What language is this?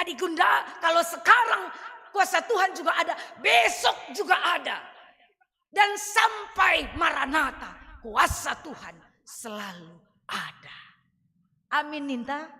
Batak Karo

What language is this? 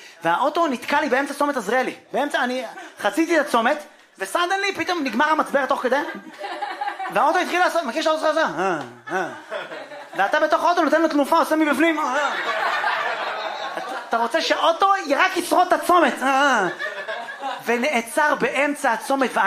Hebrew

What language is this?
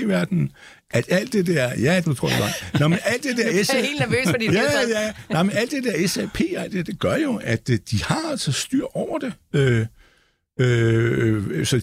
Danish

